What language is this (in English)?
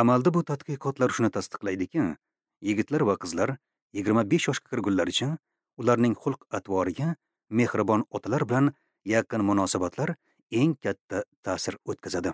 Uzbek